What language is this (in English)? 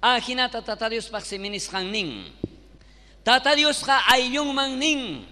South Bolivian Quechua